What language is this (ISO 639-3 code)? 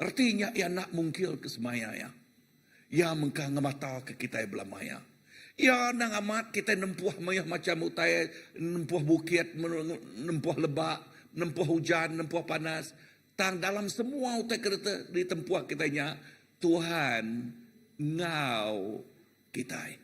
iba